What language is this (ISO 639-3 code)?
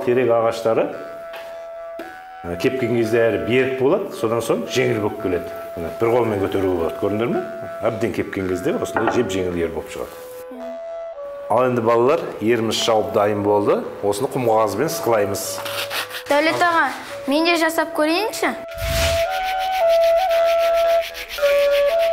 kaz